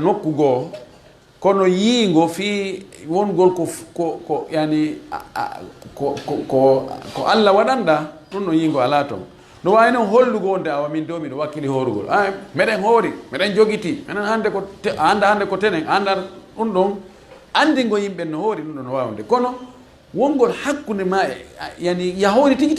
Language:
Fula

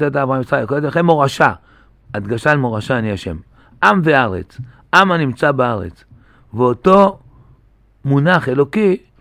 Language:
Hebrew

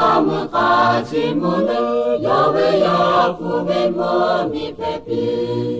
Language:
Lahu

